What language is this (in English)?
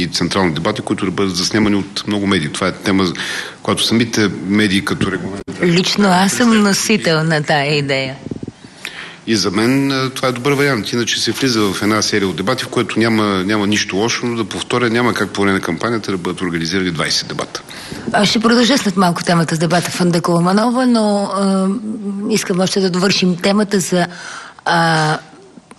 Bulgarian